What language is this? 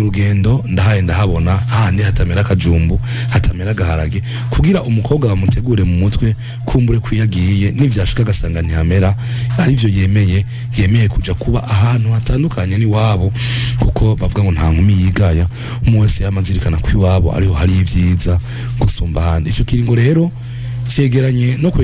Rundi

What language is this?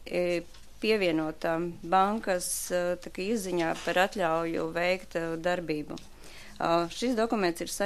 Latvian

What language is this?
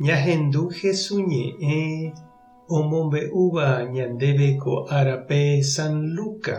Guarani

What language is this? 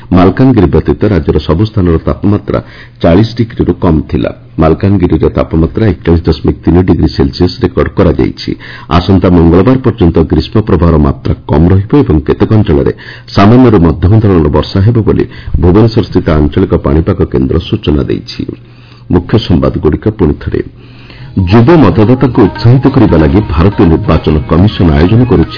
Odia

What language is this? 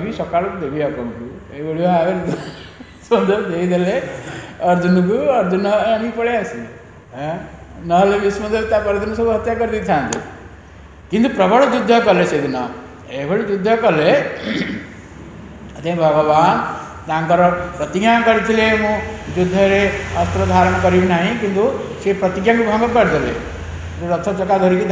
Odia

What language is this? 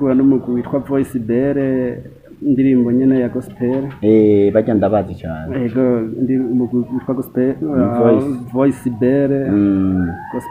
Rundi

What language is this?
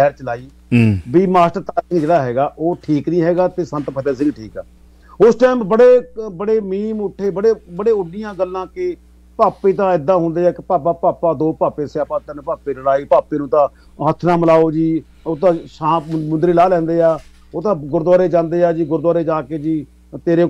Punjabi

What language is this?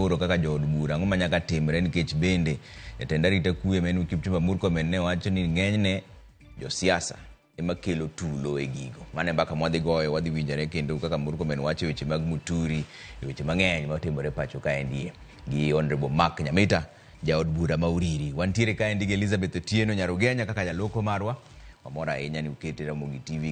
Luo (Kenya and Tanzania)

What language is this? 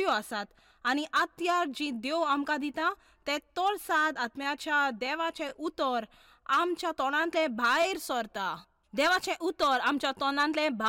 Konkani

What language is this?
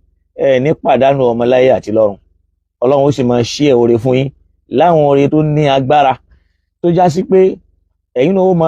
Yoruba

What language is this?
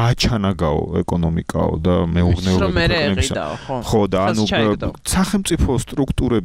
Georgian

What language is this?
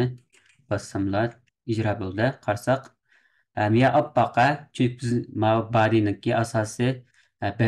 Uyghur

